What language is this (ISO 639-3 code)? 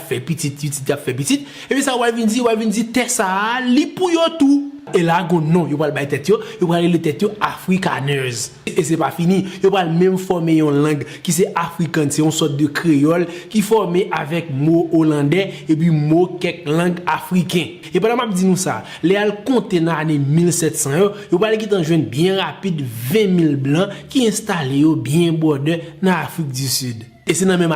hat